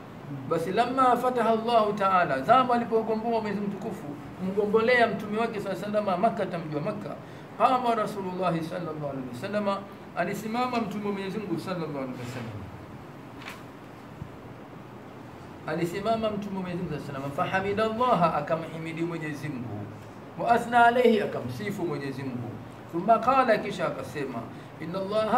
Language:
Swahili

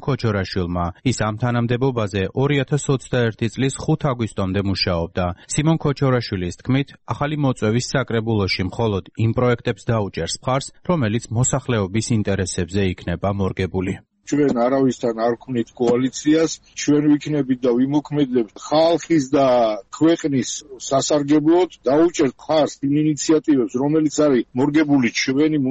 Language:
Georgian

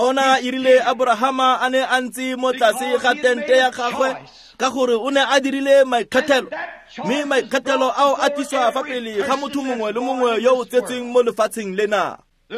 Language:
Tswana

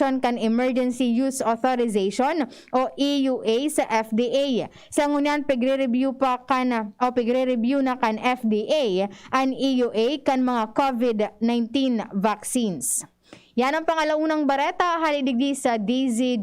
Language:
Bikol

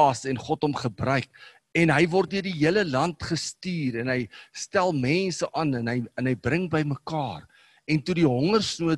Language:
Afrikaans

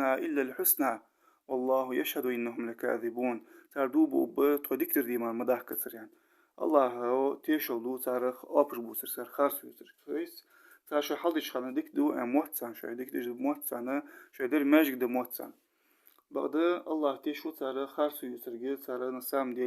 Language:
Ingush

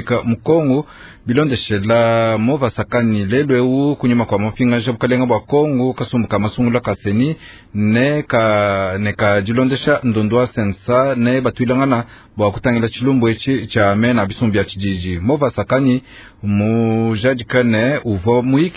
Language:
Luba-Lulua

